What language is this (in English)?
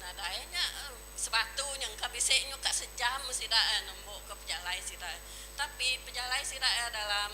Iban